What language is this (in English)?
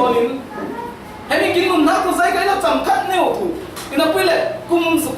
Falam Chin